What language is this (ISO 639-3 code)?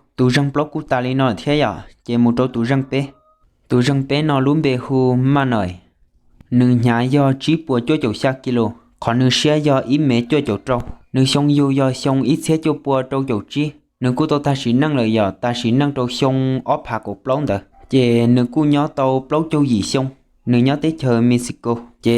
hmn